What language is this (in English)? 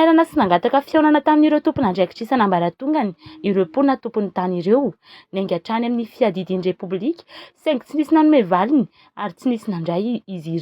Malagasy